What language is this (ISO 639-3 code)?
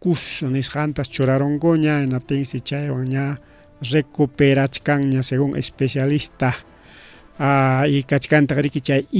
quy